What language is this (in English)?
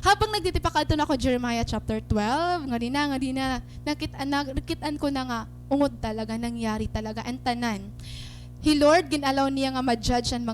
Waray